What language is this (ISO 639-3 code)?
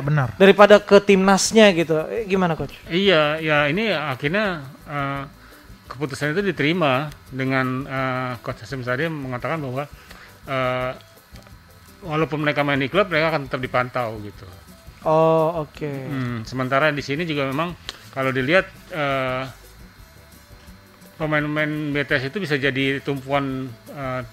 ind